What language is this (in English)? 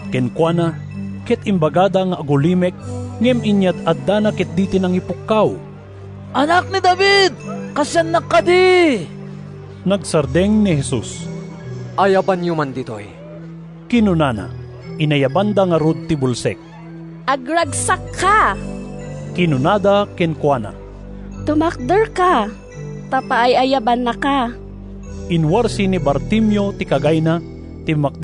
Iloko